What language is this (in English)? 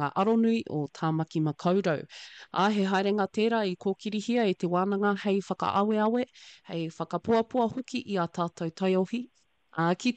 Māori